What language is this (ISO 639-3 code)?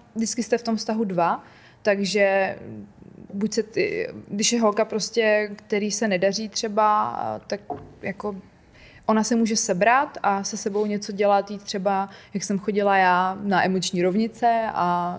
ces